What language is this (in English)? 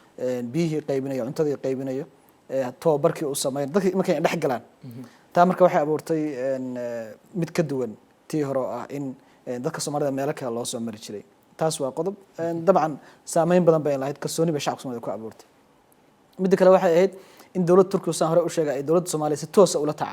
Somali